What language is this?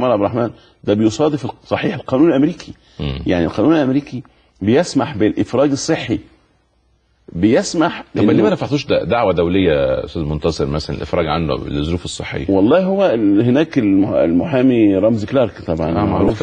Egyptian Arabic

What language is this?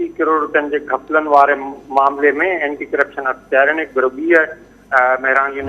Sindhi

